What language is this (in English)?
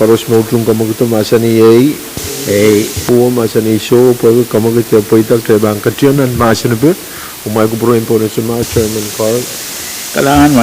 Pohnpeian